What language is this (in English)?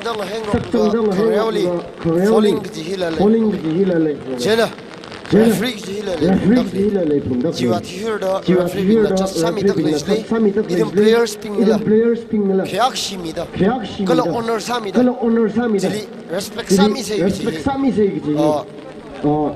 Tangkhul Naga (India)